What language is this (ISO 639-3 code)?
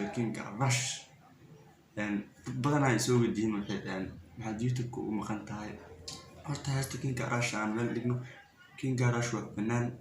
som